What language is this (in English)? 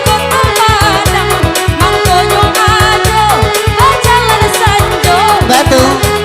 Minangkabau